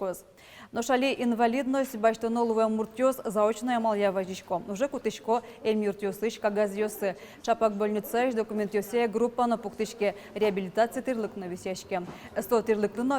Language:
Udmurt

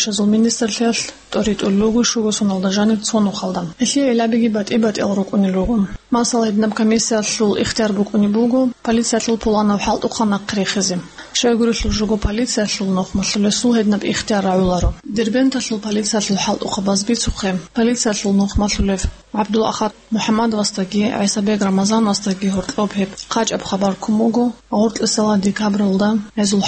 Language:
Avaric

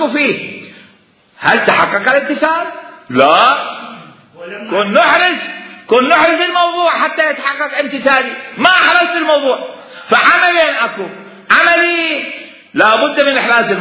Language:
Mesopotamian Arabic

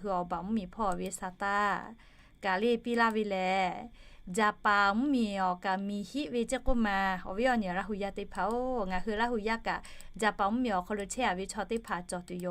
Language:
Lahu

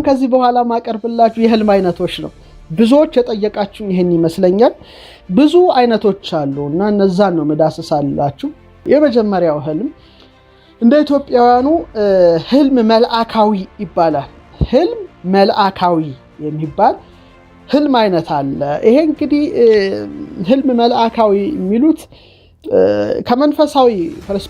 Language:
Amharic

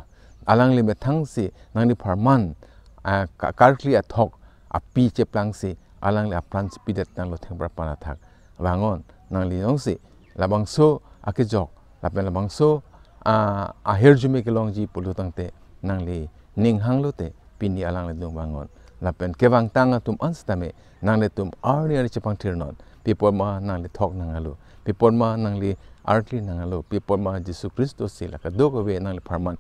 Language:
Karbi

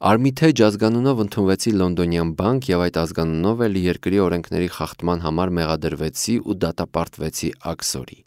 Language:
Armenian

